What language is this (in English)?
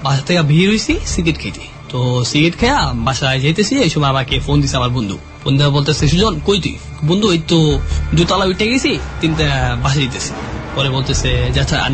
Bangla